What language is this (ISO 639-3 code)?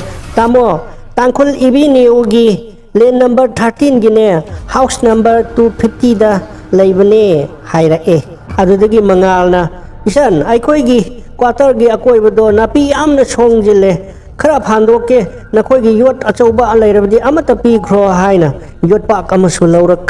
mni